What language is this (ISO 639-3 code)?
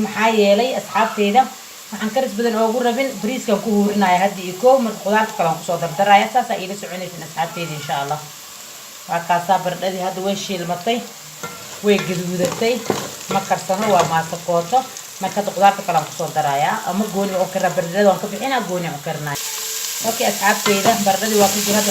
som